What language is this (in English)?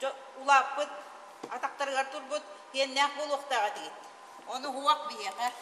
Yakut